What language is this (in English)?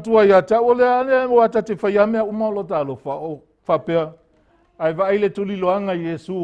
Samoan